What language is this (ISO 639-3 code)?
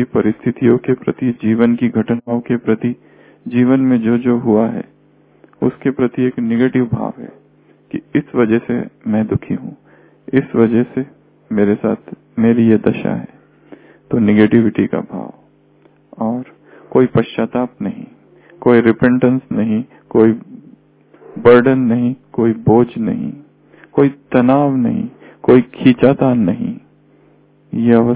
hin